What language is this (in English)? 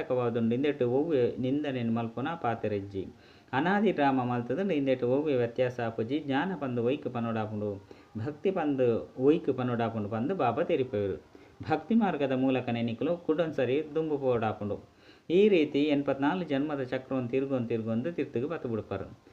Tulu